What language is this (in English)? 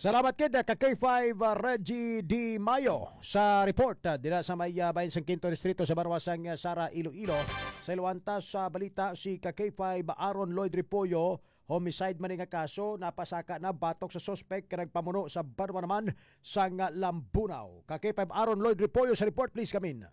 Hiligaynon